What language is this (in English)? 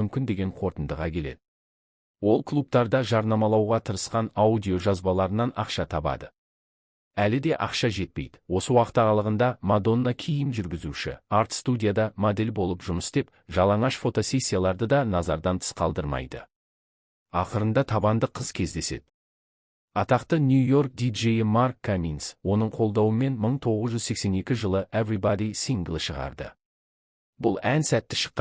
Kazakh